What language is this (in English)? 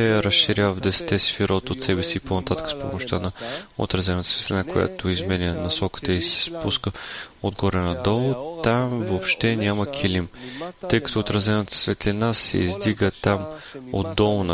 Bulgarian